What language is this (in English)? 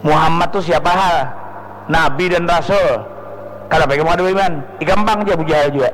Banjar